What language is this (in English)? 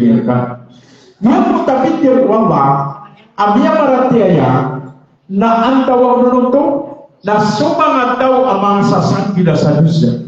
Maranao